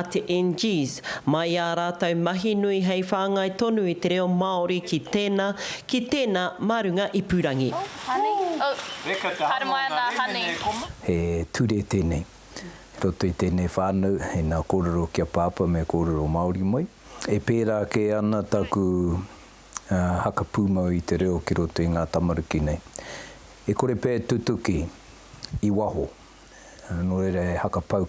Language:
Māori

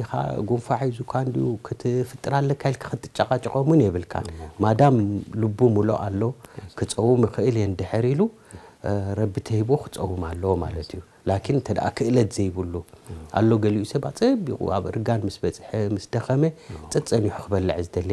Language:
Tigrinya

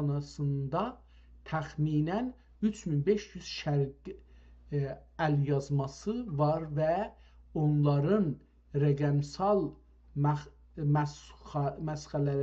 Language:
South Azerbaijani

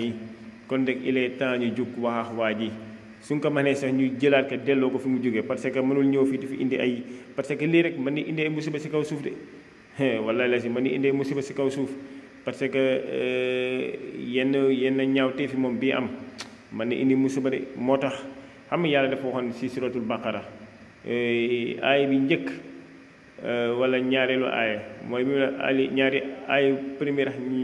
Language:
Wolof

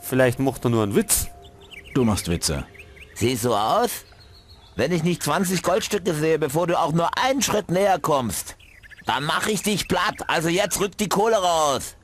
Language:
Bavarian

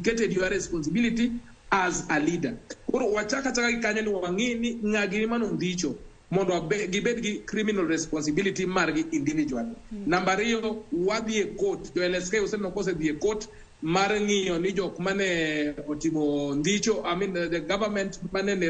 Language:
Luo (Kenya and Tanzania)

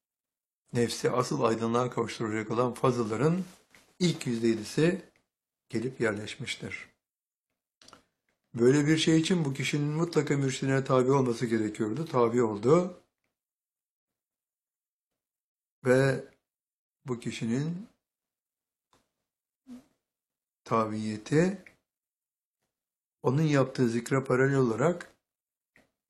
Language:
Turkish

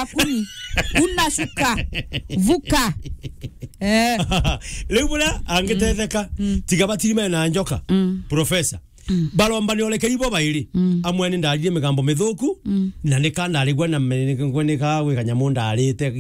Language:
Meru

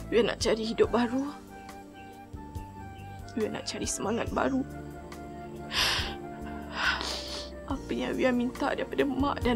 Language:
Malay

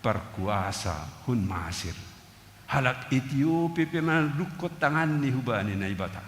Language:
Batak Simalungun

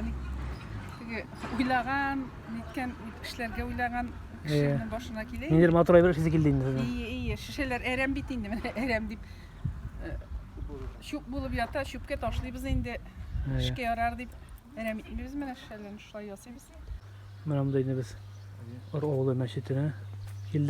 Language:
Tatar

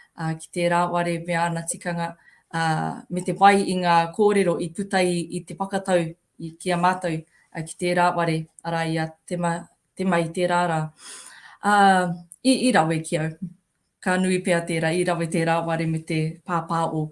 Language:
Māori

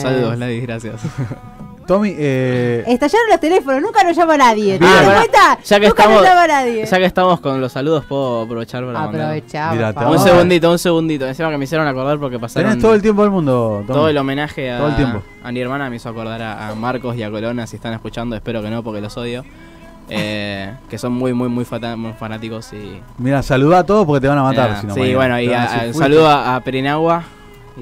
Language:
Spanish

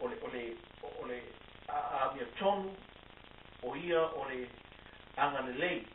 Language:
Samoan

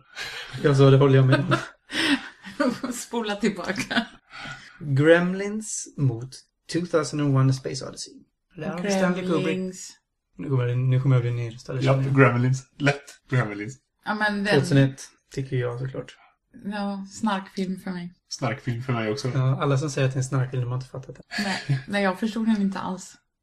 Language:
Swedish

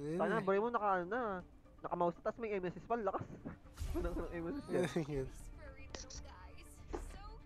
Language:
Filipino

